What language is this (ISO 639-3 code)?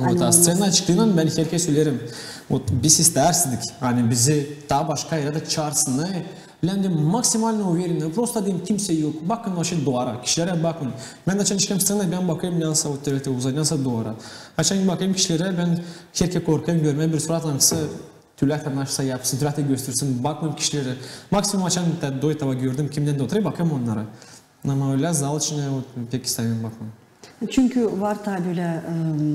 gag